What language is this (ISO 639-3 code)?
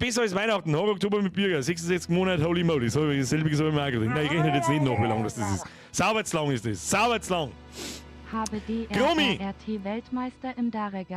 bar